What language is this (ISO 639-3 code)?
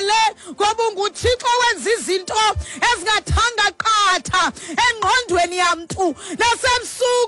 xho